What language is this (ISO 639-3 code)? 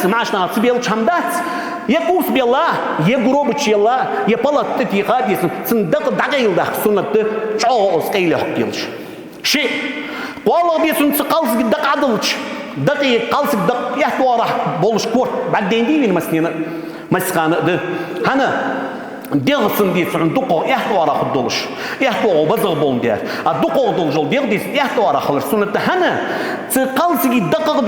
inh